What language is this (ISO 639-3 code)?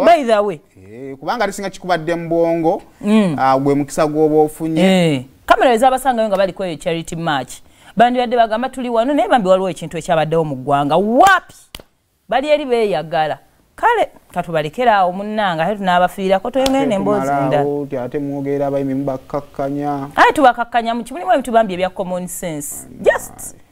lug